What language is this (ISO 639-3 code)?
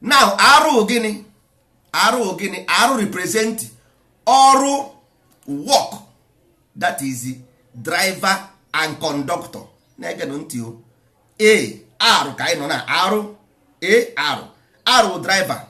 ibo